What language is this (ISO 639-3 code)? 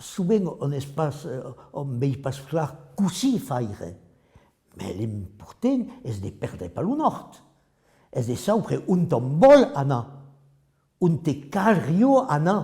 oci